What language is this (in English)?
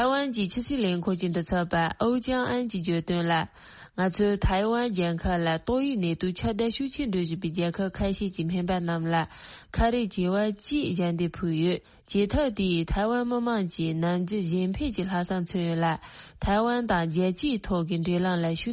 Tibetan